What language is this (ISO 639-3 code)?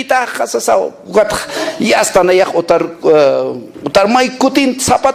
aym